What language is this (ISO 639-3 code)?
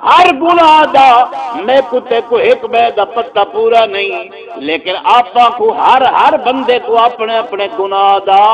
skr